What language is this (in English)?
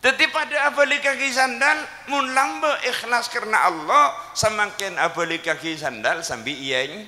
Madurese